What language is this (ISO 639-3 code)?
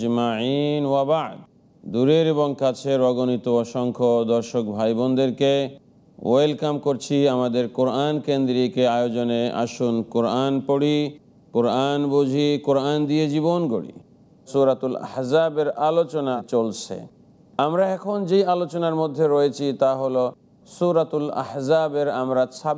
ben